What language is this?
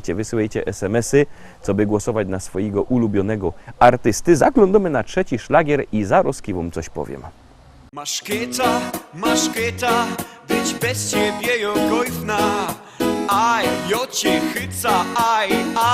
Silesian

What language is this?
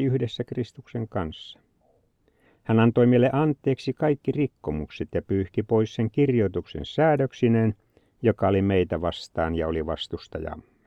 Finnish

